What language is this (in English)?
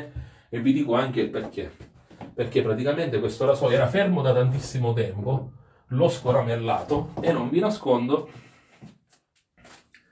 Italian